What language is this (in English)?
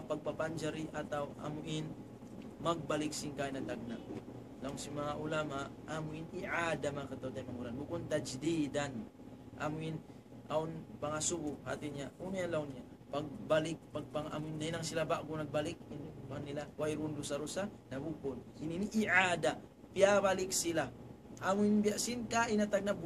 Tausug